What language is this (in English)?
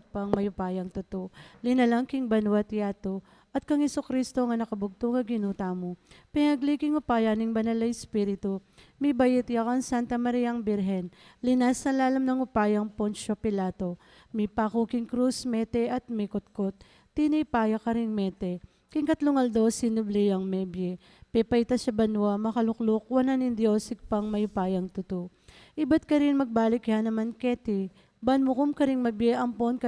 Pampanga